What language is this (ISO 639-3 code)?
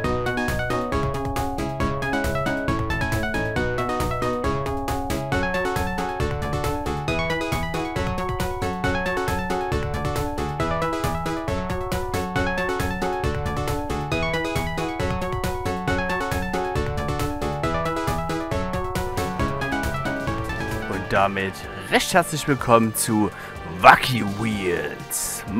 deu